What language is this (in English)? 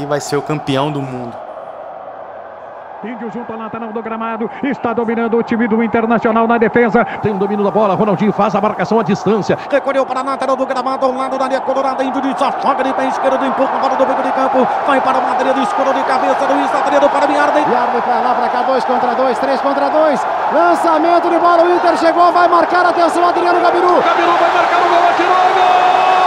Portuguese